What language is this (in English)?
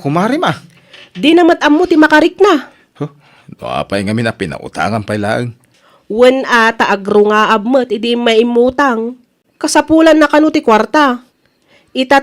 Iloko